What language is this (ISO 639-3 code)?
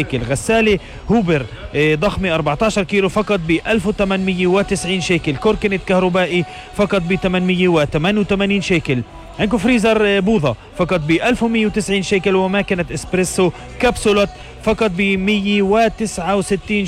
apc